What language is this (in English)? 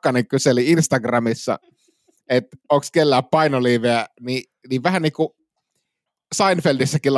Finnish